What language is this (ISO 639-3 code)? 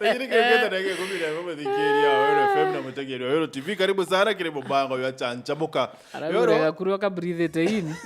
mer